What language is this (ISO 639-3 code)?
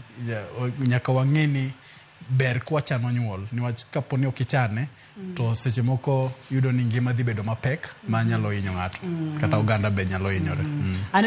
luo